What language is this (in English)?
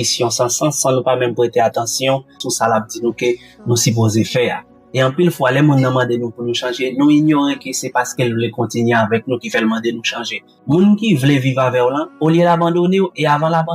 Haitian Creole